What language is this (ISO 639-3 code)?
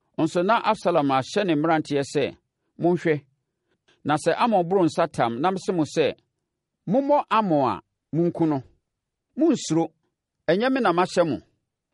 aka